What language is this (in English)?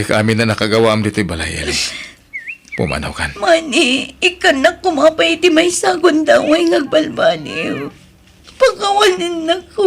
Iloko